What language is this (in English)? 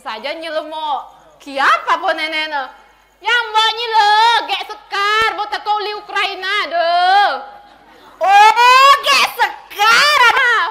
Balinese